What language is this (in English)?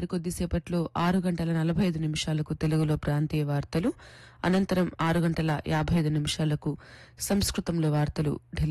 Telugu